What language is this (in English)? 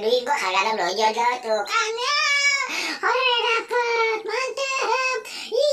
Betawi